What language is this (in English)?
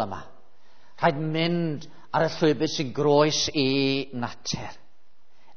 Welsh